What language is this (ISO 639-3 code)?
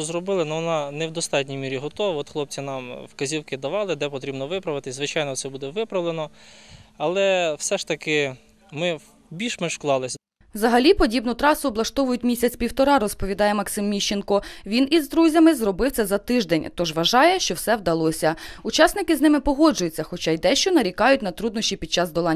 ukr